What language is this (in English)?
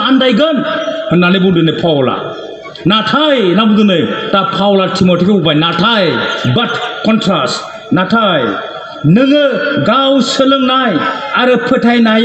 Bodo